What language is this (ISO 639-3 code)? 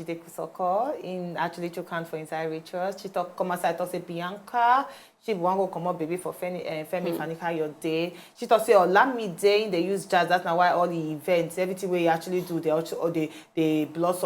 pcm